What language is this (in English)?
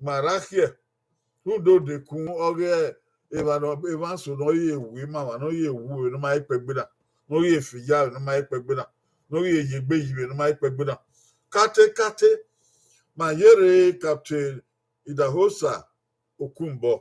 Bini